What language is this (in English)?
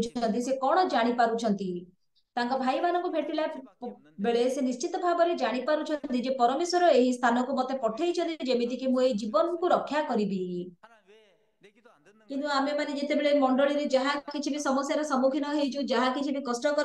Odia